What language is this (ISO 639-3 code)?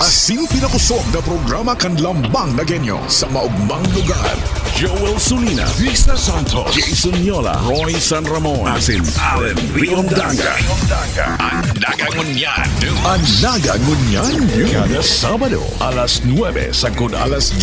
bik